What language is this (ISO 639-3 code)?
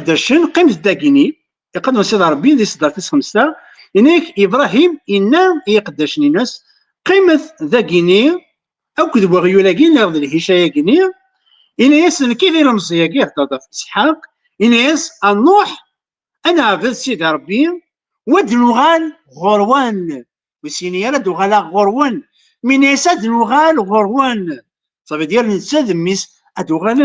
kab